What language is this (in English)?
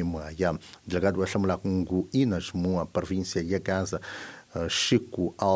Tsonga